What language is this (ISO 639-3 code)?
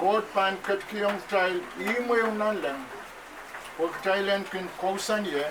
pon